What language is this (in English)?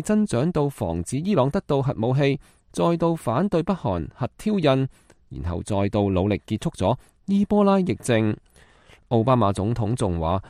Cantonese